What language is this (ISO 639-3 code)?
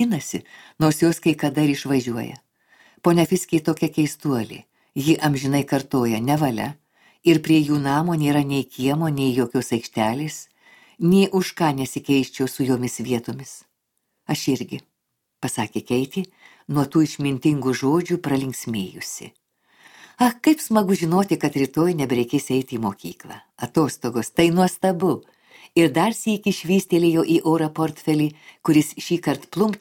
lit